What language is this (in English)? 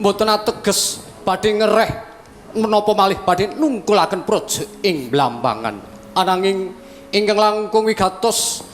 Javanese